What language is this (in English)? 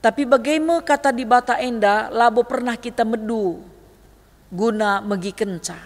Batak Karo